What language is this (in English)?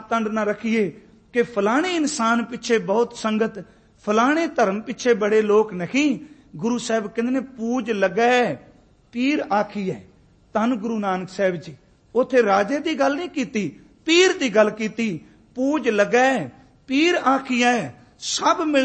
Punjabi